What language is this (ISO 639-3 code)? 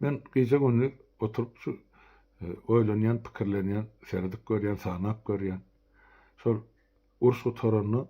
tuk